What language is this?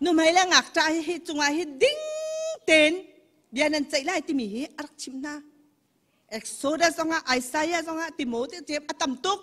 Hakha Chin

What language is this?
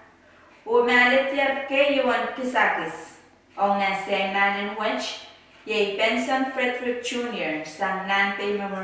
Pohnpeian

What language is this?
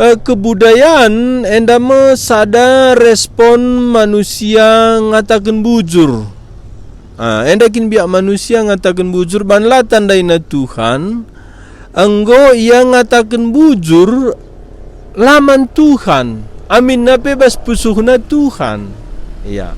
Batak Karo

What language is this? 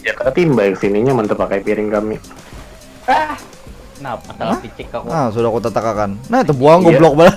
Banjar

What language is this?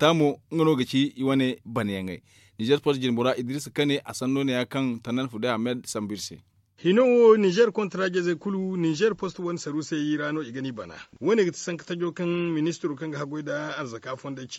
Zarma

